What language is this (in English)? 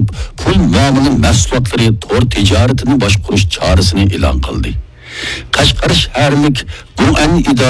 Uyghur